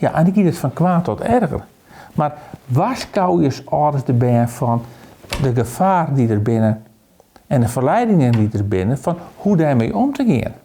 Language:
Western Frisian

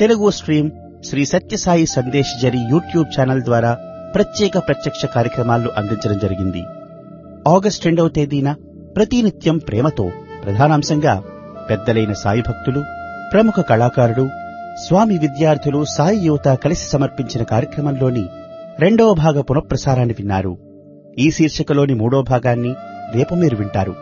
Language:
Telugu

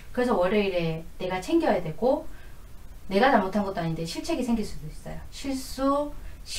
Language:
Korean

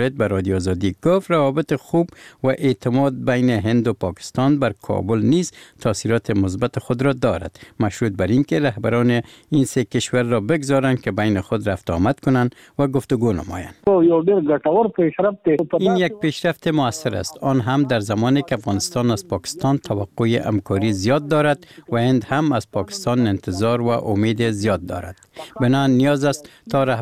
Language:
Persian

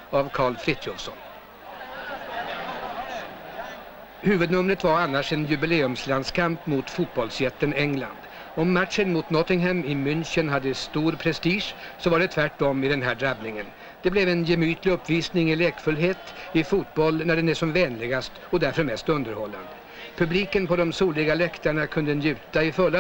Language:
Swedish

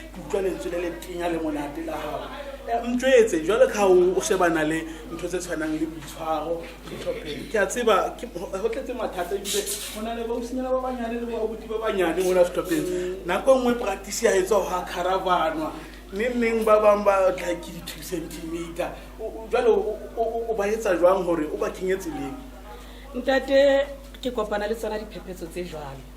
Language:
Southern Sotho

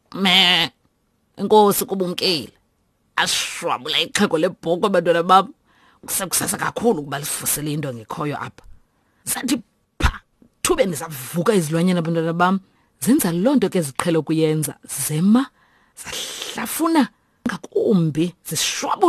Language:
Xhosa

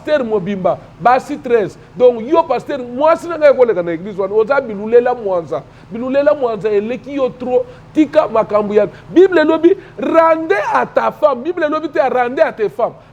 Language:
Lingala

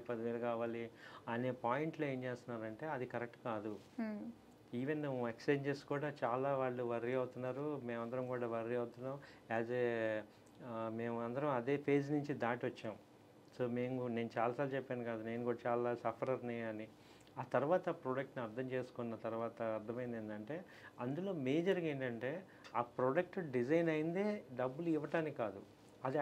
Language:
Telugu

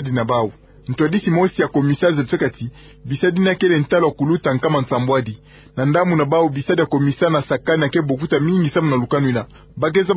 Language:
Kituba (Democratic Republic of Congo)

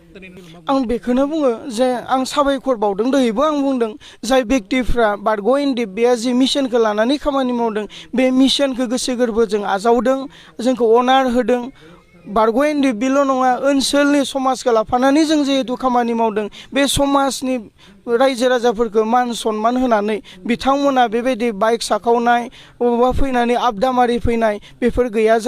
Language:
Bodo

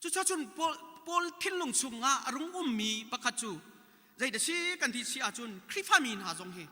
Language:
Hakha Chin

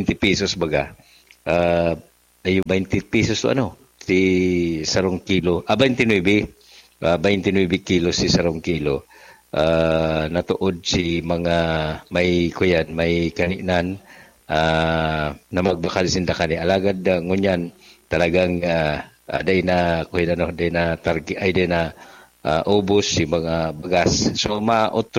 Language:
Bikol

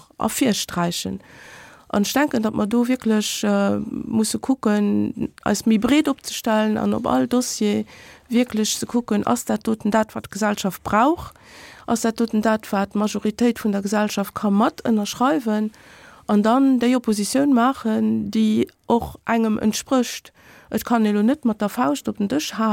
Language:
Luxembourgish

